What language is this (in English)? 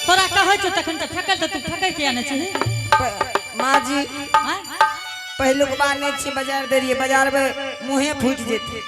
Angika